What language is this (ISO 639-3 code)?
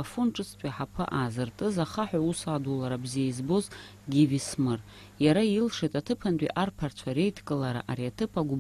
abk